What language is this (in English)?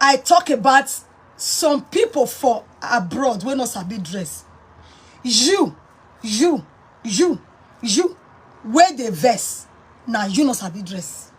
Nigerian Pidgin